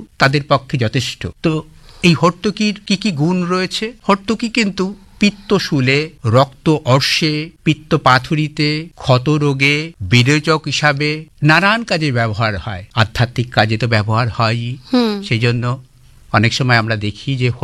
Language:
Bangla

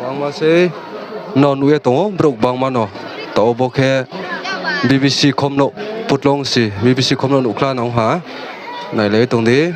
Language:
Riang (India)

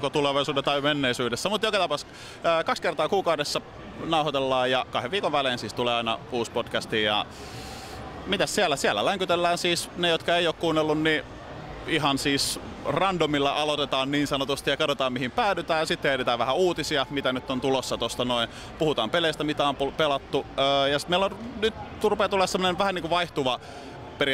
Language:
Finnish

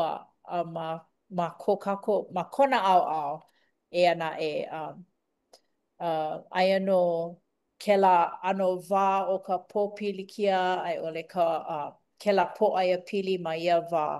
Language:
Hawaiian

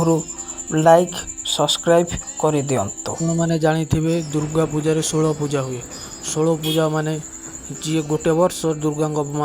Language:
Odia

